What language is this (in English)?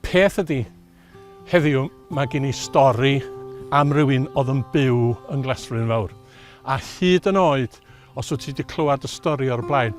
Welsh